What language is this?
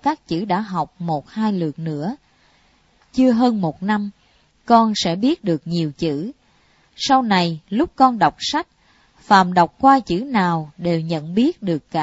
Vietnamese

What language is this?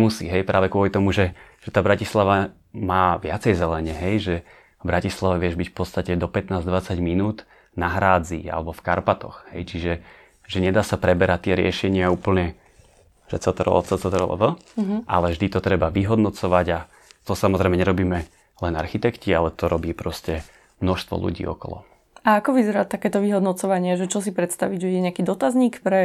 Slovak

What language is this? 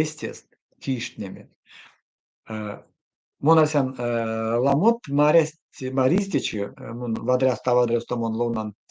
Erzya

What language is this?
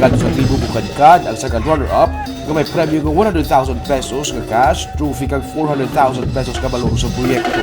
Hiligaynon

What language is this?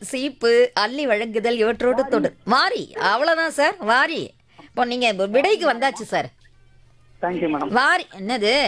Tamil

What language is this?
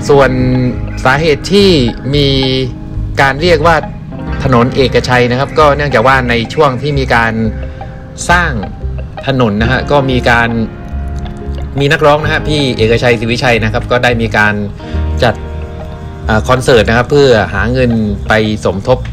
Thai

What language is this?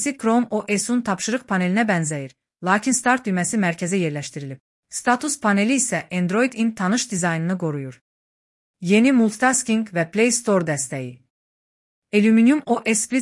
Azerbaijani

